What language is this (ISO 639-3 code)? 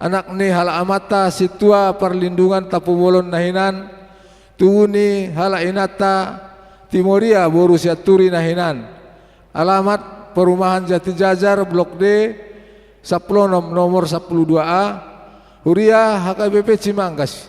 bbc